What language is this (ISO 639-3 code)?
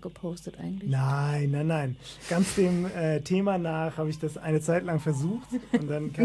deu